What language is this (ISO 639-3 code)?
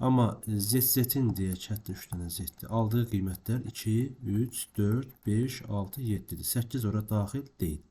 aze